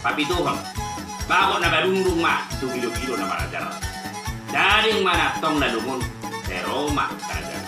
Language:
Batak Toba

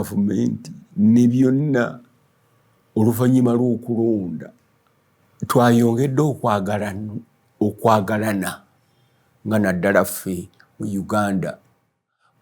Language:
Ganda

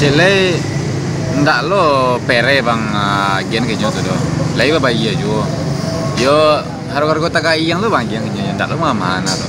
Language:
Minangkabau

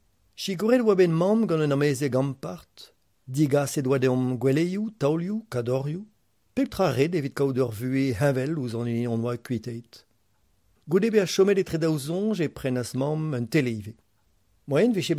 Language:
Breton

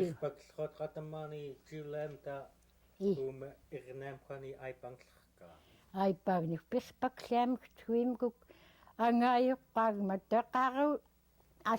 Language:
Central Yupik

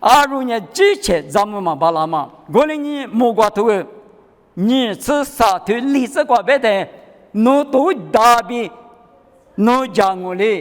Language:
Lisu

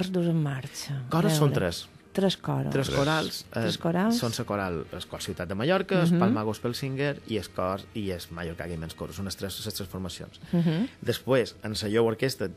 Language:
Catalan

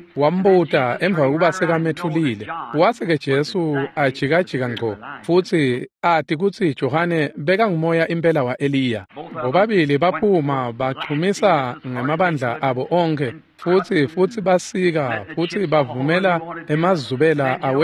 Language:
Swati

